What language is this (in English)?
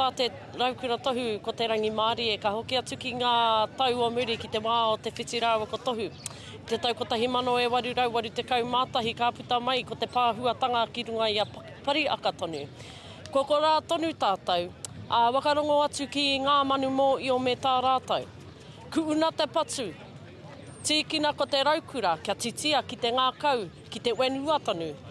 Māori